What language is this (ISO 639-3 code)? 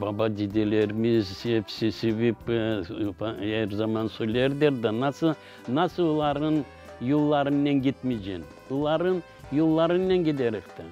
crh